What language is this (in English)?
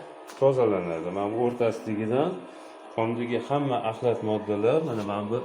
Uzbek